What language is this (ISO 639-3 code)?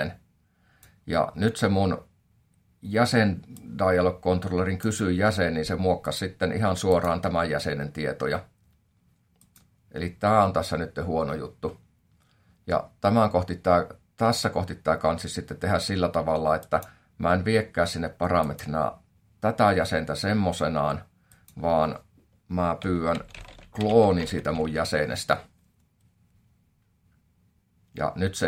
fin